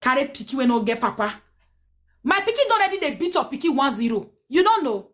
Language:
Nigerian Pidgin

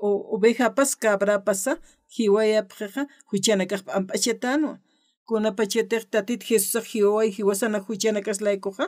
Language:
Aymara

